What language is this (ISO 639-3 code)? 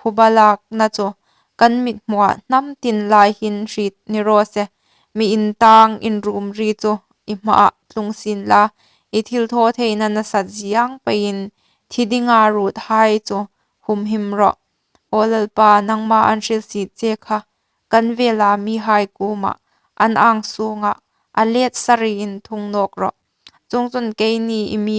hmr